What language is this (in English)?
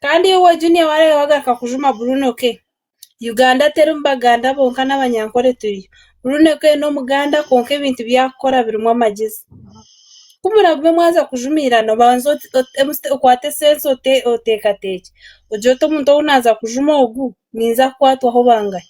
Ganda